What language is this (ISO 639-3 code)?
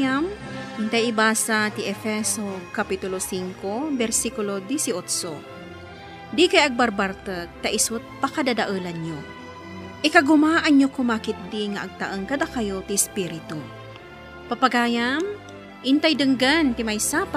ilo